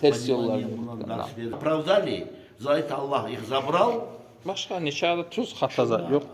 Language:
Kumyk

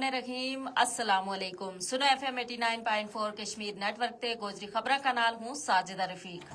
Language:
Gujari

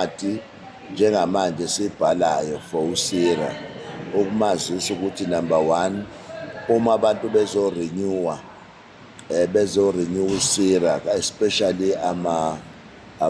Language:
Zulu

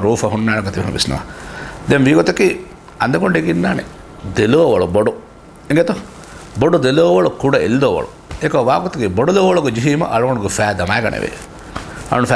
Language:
Divehi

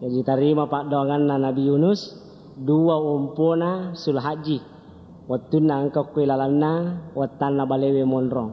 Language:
Buginese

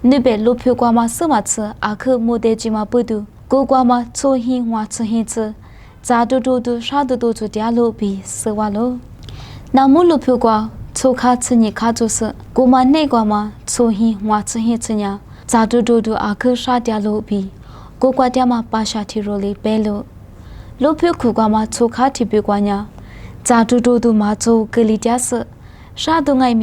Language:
Lisu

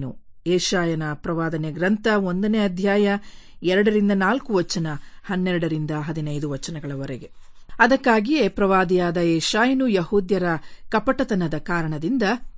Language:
Kannada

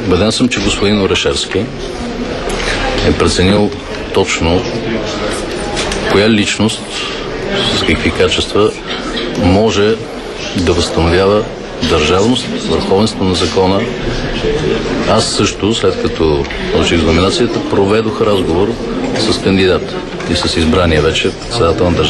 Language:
Bulgarian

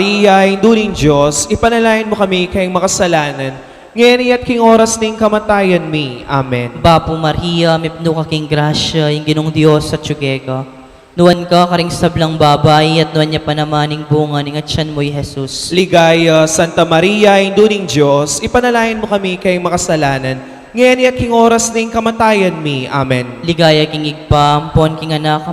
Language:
Pampanga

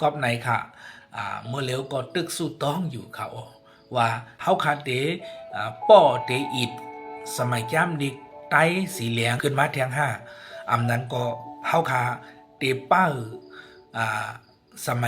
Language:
Shan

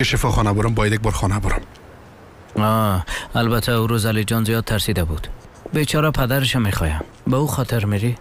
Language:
Persian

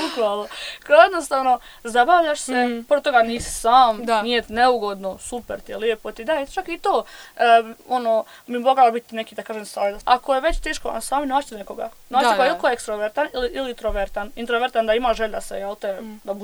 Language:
Croatian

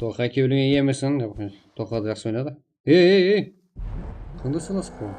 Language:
Kara-Kalpak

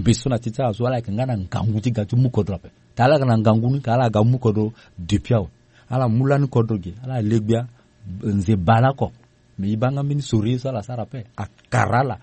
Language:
Sango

